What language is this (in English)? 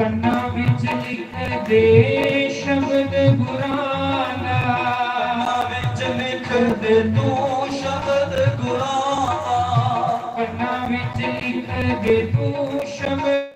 Dogri